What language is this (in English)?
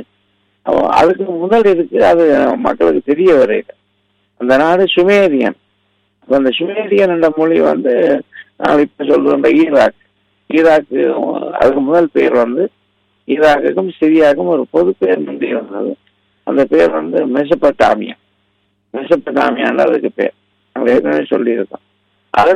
Tamil